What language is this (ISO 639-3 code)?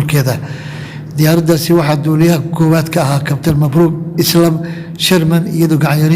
som